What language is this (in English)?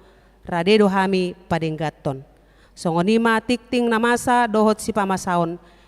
Batak Toba